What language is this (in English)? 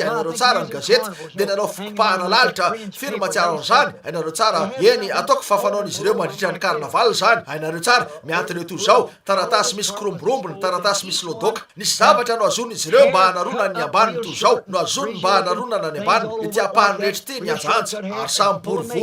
Malagasy